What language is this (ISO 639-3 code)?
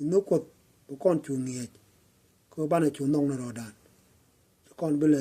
nus